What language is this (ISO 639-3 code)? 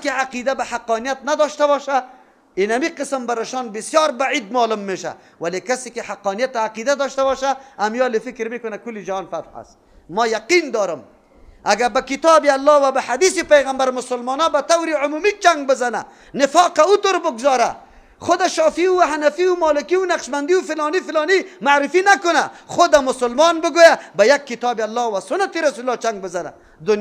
fas